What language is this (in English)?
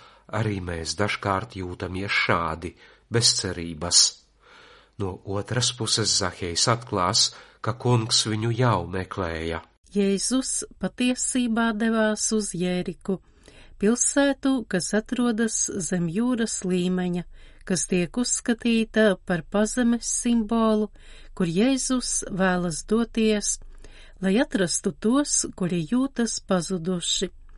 Latvian